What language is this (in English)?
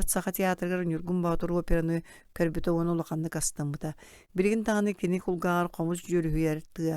Yakut